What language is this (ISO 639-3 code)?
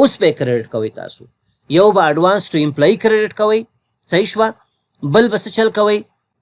pus